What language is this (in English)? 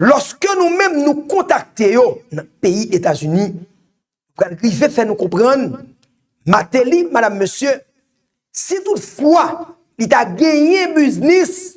Haitian Creole